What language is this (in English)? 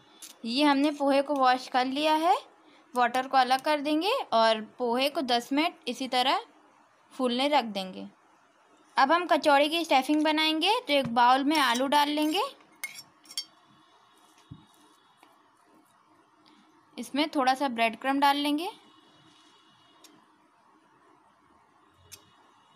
Hindi